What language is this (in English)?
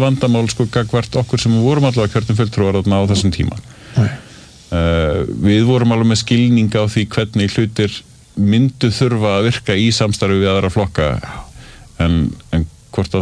Icelandic